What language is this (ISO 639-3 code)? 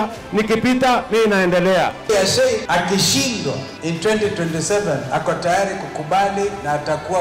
kam